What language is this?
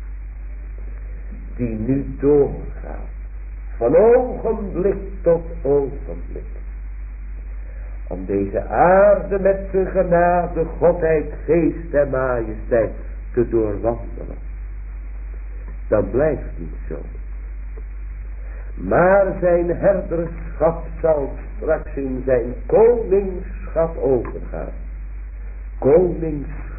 Dutch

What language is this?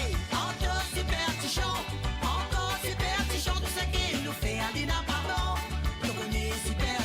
Morisyen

